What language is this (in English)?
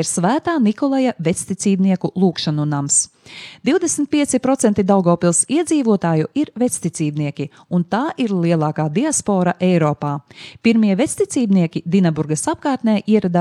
Latvian